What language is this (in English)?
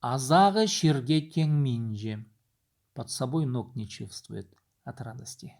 Khakas